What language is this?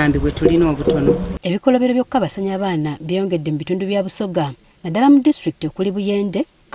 Ganda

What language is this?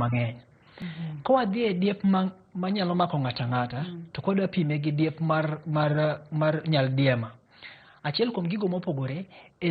Luo (Kenya and Tanzania)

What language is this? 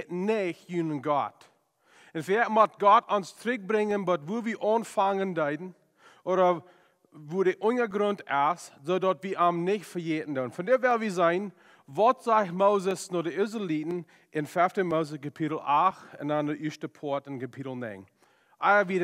Plautdietsch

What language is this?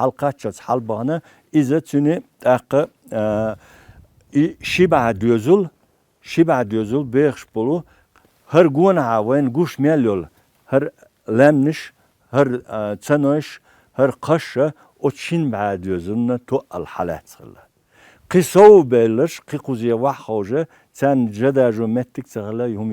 Chechen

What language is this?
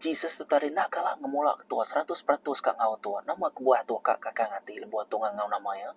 Iban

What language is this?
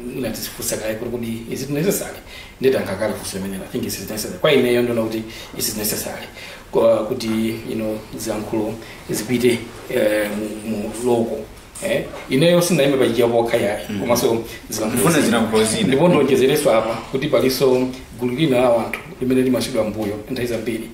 Nyanja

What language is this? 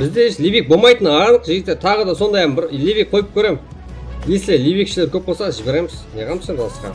Kara-Kalpak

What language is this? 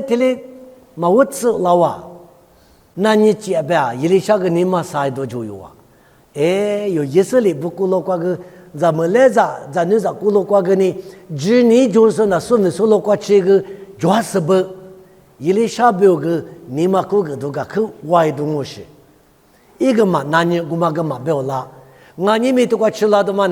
Lisu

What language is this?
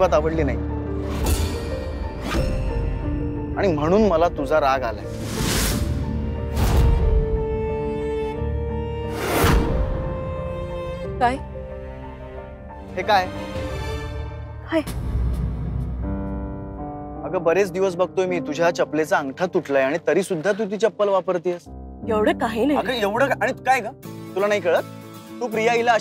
Marathi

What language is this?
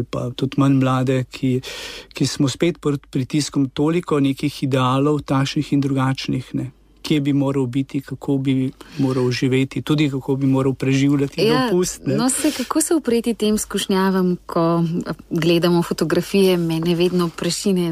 Slovenian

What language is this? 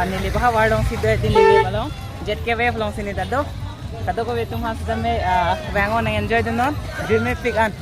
Karbi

